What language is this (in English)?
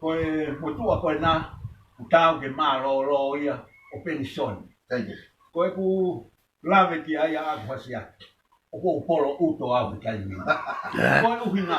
Tongan